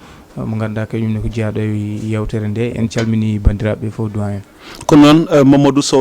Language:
Fula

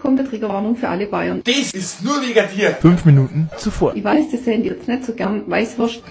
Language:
Bavarian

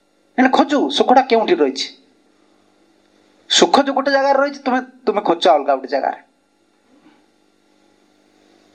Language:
Odia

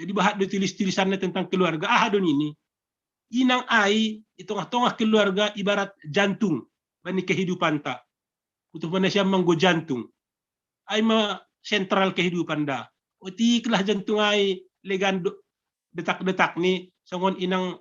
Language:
Batak Simalungun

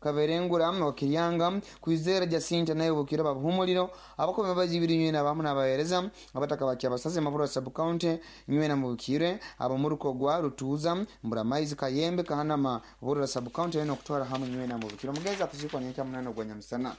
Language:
Nyoro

